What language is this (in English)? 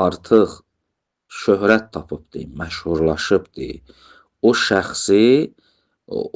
Azerbaijani